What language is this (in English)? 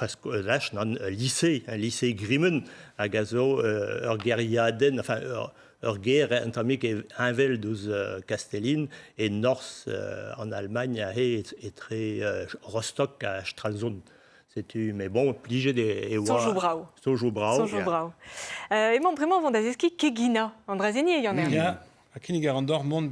Breton